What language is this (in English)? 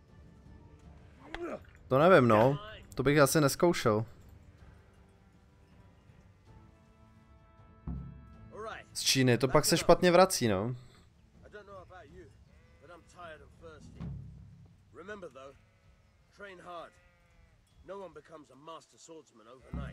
Czech